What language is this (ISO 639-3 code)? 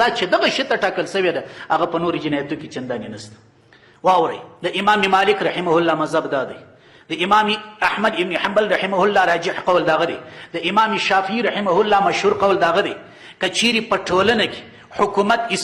pus